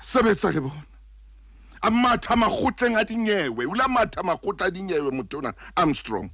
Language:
Southern Sotho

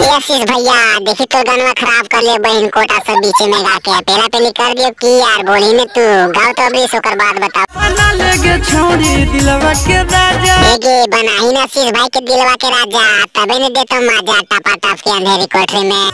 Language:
Magahi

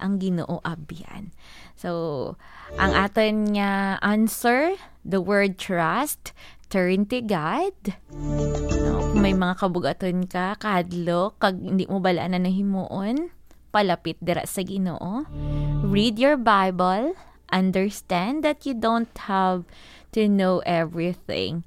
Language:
Hiligaynon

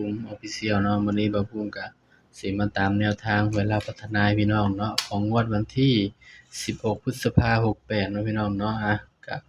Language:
Northeastern Thai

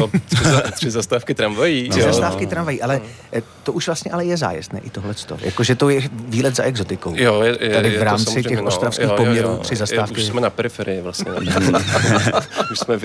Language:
Czech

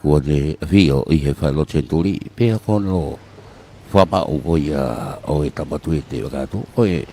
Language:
Tongan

